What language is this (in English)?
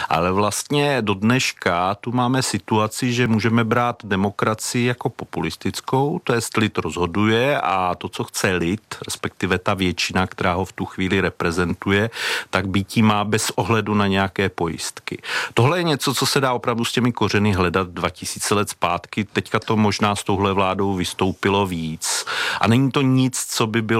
Czech